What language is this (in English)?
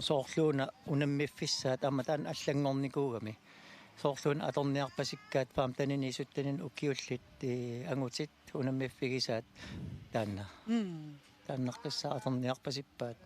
Kalaallisut